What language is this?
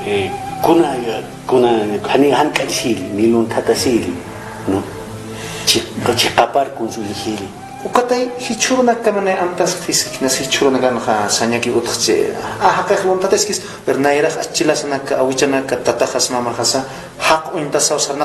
Aymara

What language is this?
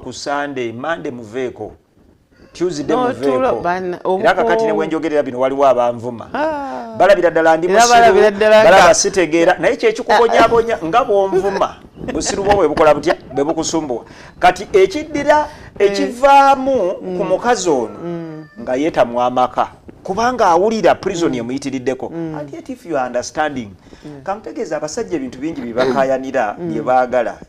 Ganda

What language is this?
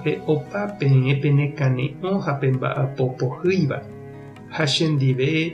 Guarani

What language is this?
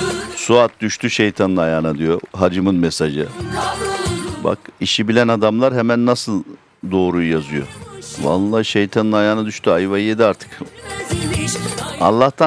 Turkish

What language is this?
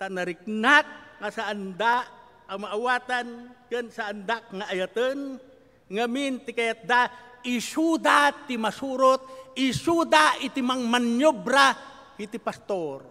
Iloko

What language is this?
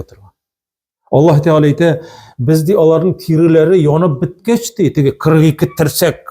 Tatar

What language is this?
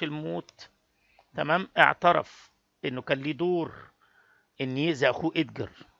Egyptian Arabic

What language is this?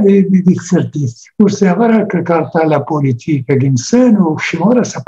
Kabyle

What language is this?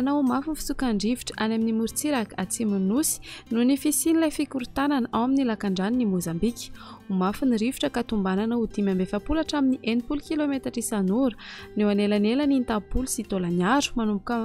Malagasy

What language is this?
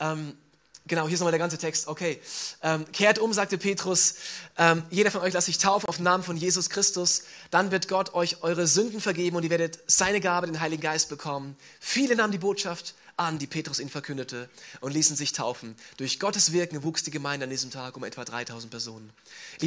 German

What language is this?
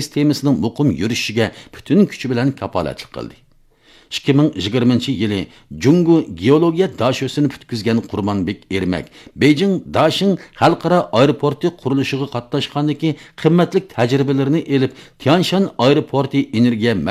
Uyghur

